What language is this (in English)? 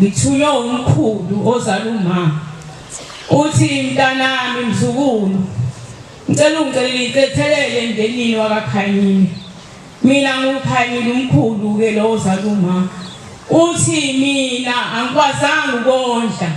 Zulu